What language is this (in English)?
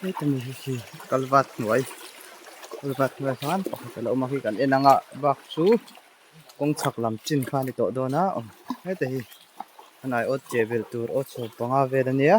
Mizo